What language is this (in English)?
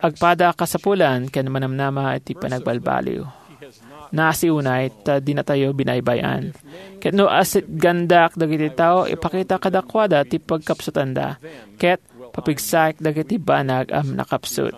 Iloko